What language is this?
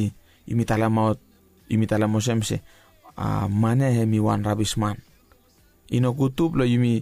Bislama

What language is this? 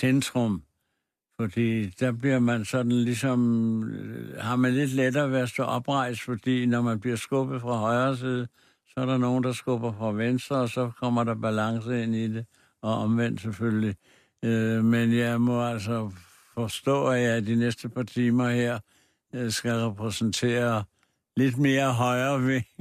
Danish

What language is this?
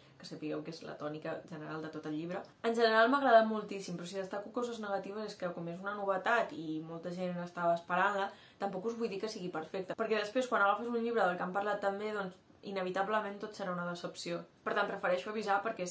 Catalan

